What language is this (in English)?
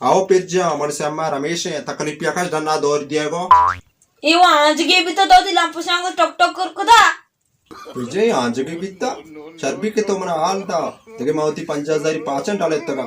Baluchi